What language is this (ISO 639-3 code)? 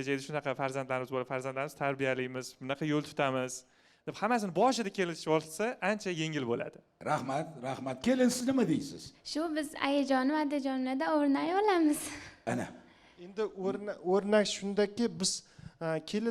uzb